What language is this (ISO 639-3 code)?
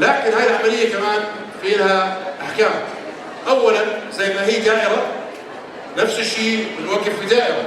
apc